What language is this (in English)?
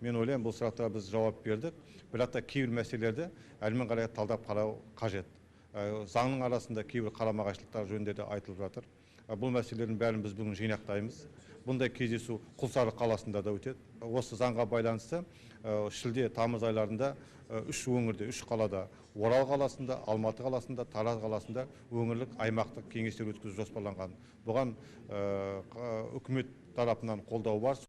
Kazakh